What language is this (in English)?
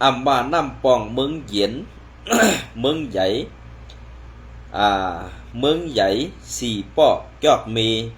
Shan